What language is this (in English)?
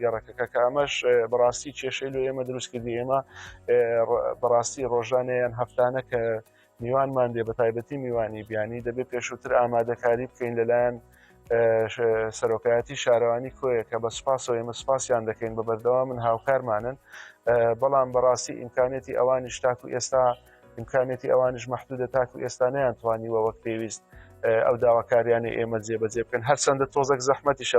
Central Kurdish